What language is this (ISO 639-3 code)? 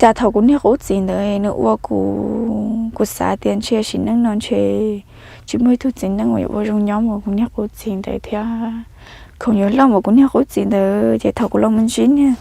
hmn